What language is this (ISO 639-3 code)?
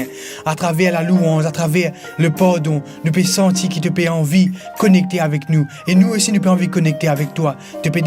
mfe